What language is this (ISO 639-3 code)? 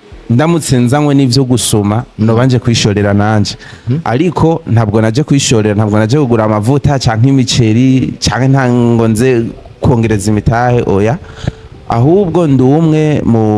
run